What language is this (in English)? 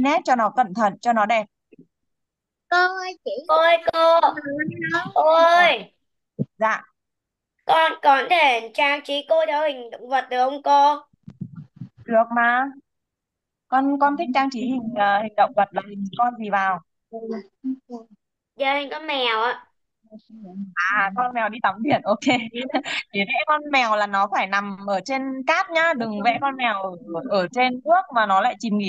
Vietnamese